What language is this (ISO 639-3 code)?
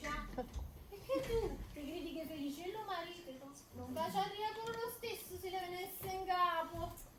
nap